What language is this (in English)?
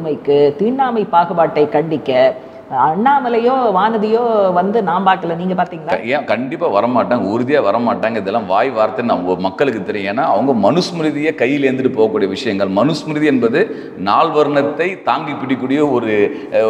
Tamil